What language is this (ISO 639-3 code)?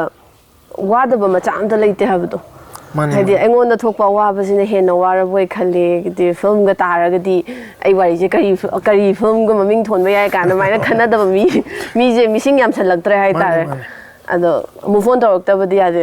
mni